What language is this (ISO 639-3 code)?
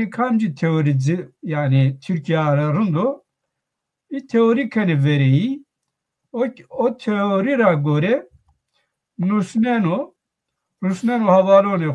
zza